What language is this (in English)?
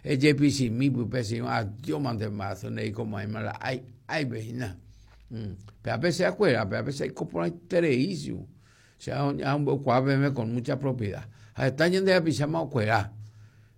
Guarani